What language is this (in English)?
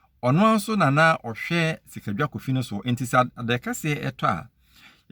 Akan